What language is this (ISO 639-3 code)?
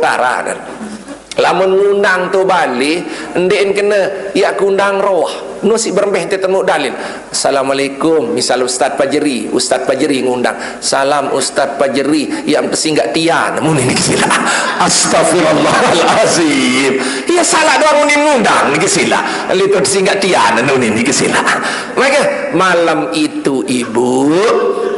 sas